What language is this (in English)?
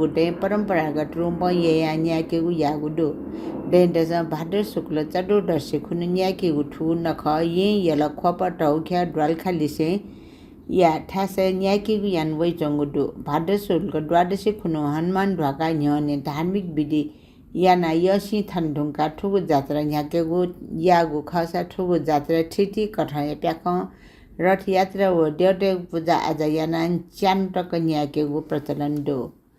Newari